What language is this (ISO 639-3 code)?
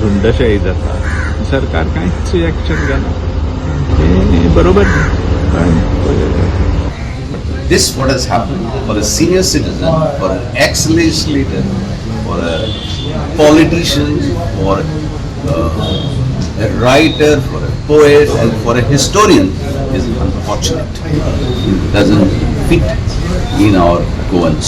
kok